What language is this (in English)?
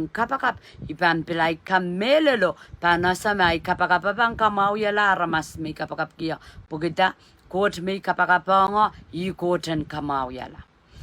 Pohnpeian